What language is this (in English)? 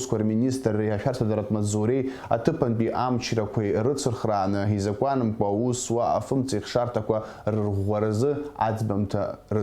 Abkhazian